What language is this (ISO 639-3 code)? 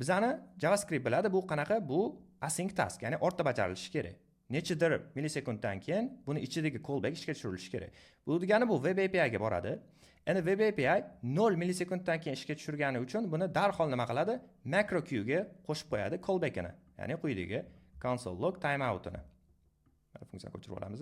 uzb